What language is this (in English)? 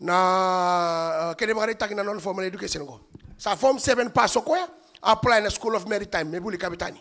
Fijian